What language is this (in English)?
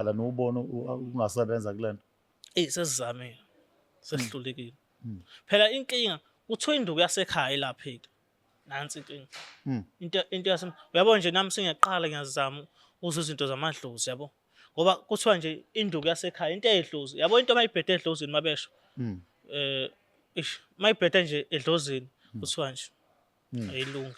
Zulu